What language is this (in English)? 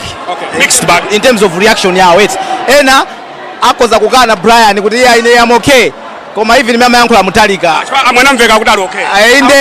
Nyanja